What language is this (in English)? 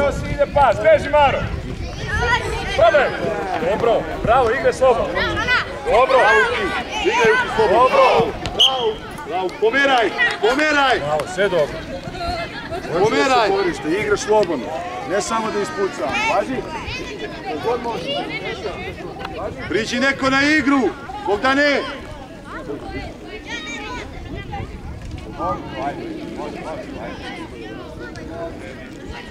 Serbian